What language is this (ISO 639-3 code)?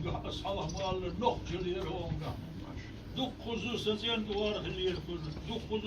che